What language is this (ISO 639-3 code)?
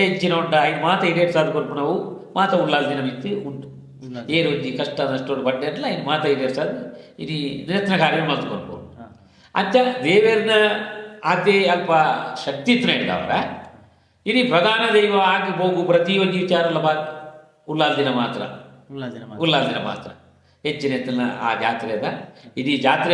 tcy